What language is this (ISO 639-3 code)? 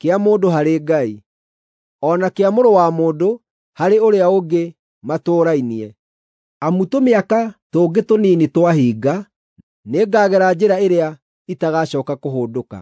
kik